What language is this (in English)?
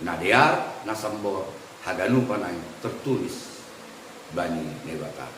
Batak Simalungun